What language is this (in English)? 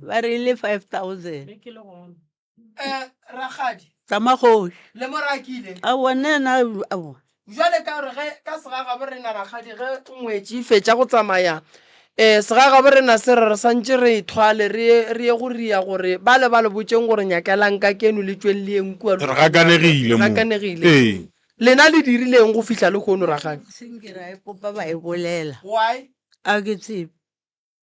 Northern Sotho